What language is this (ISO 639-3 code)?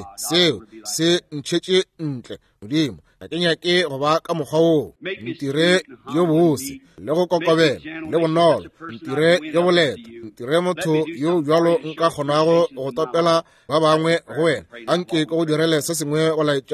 nso